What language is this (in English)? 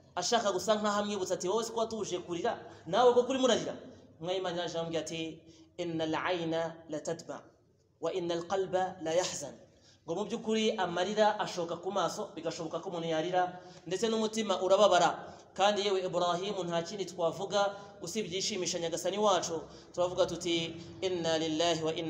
Kinyarwanda